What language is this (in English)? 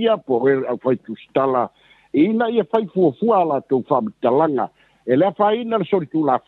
Samoan